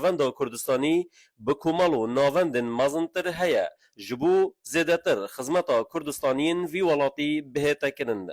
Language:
Kurdish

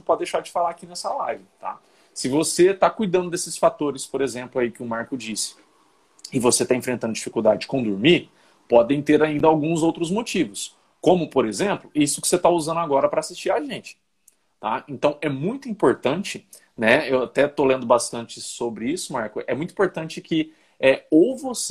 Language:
Portuguese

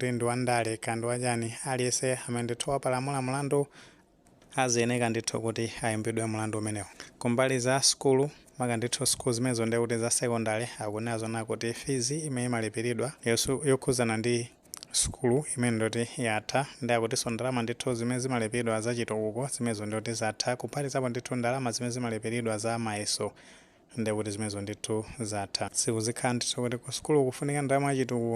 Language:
Nyanja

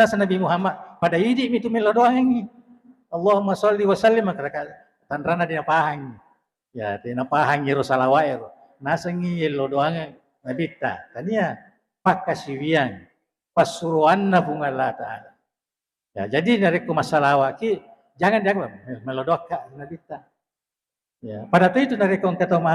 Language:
Buginese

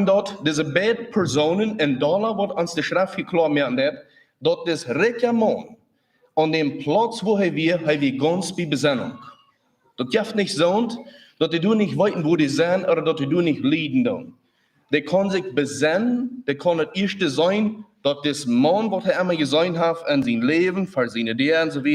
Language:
Plautdietsch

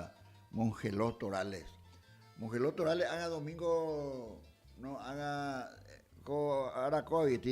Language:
Guarani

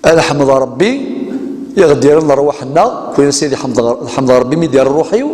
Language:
Kabyle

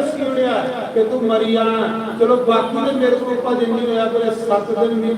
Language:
Dogri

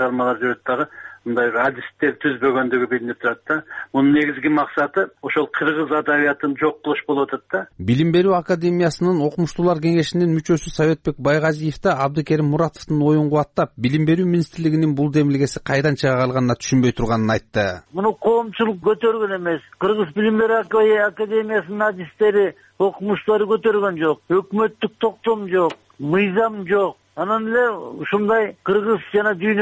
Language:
Kyrgyz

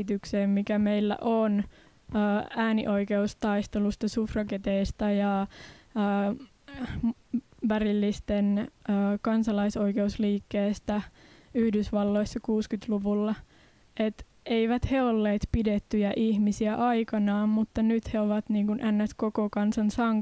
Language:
Finnish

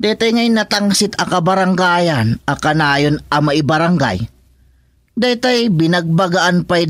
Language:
Iloko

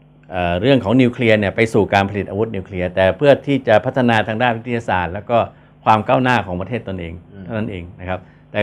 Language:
Thai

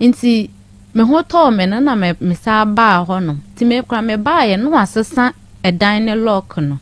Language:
Akan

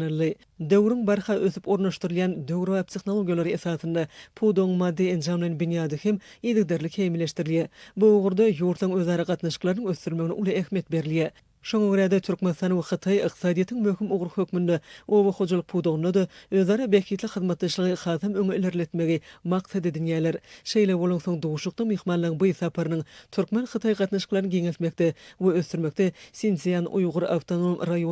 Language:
Turkmen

